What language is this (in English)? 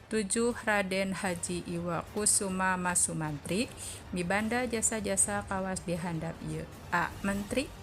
Sundanese